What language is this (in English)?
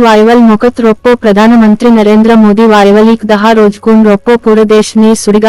Gondi